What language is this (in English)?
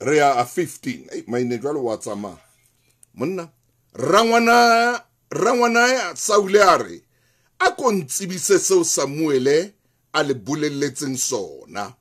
Southern Sotho